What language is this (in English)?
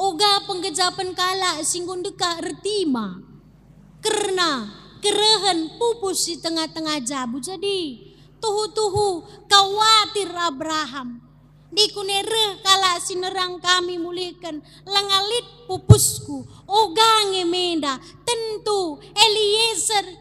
Batak Karo